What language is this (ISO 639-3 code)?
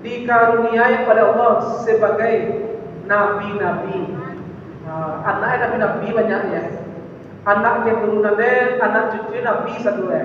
min